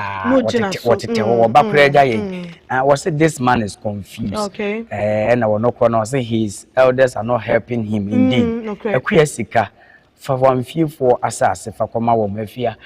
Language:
Akan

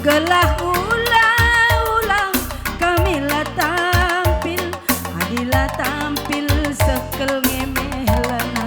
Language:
Batak Karo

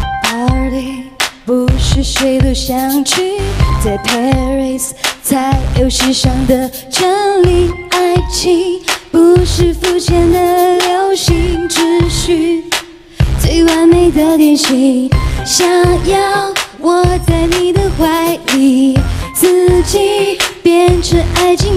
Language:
Chinese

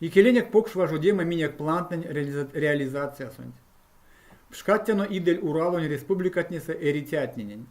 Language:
Erzya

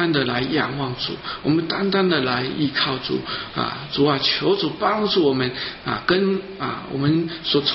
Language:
Chinese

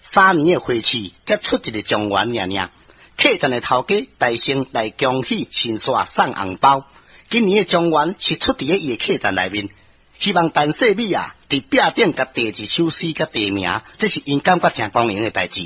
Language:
Min Nan Chinese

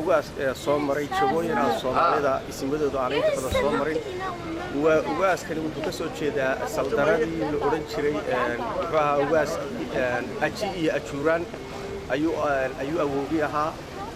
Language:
Somali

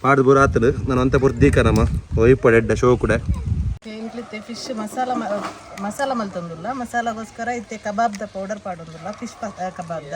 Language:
Tulu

